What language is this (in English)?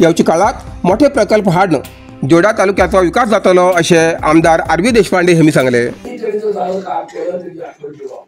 Konkani